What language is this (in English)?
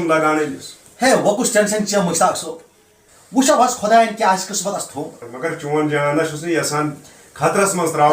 Kashmiri